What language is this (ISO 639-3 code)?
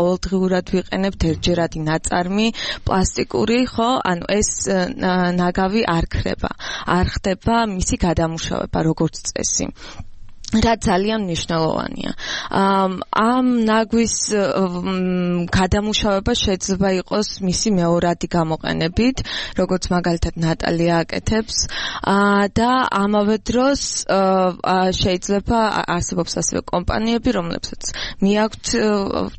kat